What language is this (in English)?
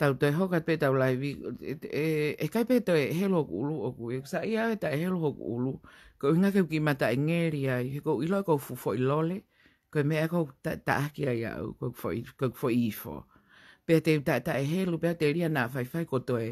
Tongan